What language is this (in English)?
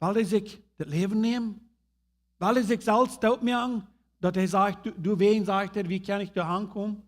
Plautdietsch